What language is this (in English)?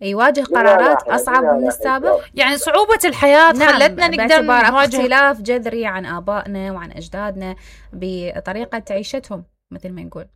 Mesopotamian Arabic